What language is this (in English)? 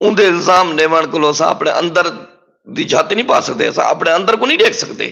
Saraiki